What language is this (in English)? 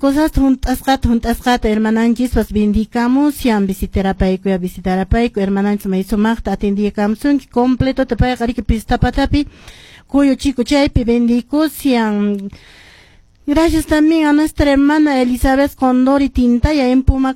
Quechua